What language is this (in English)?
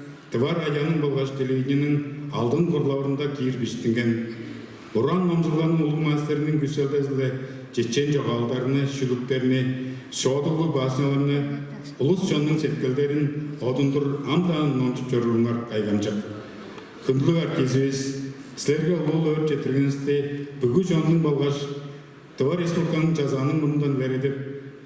Tuvinian